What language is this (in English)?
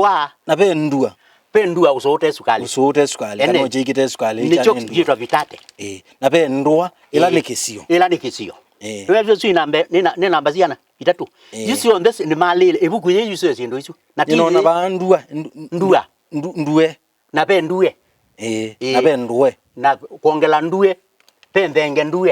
Kamba